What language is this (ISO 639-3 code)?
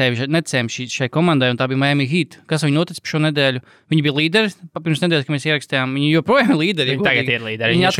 lav